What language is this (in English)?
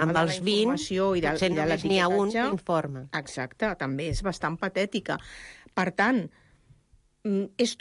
Catalan